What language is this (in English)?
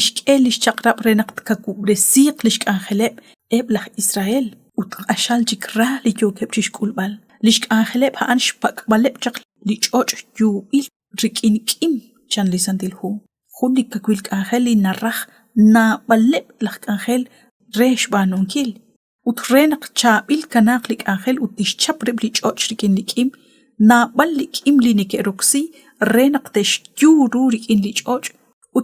Kekchí